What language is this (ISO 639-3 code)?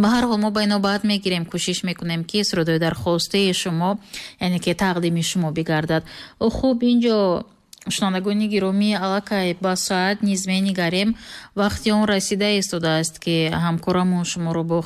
tgk